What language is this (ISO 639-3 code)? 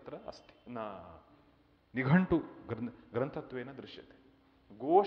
san